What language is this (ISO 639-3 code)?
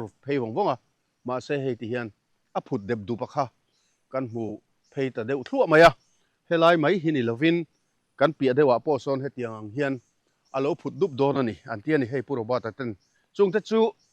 lus